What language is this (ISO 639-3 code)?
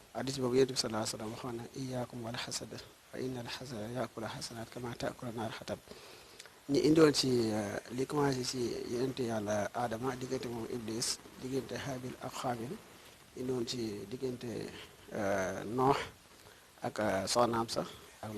wol